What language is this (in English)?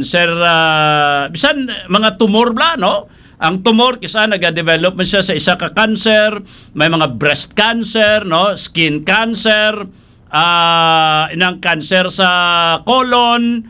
Hiligaynon